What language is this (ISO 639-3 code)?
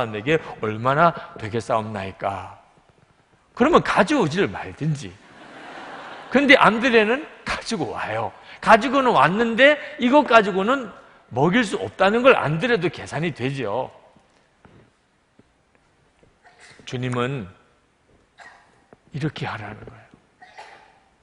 kor